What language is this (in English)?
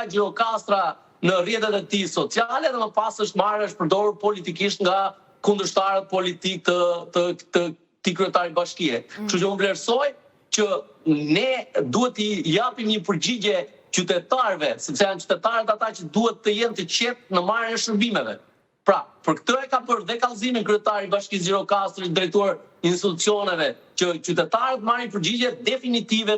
Albanian